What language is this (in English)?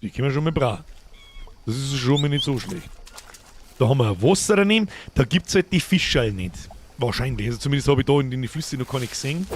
Bavarian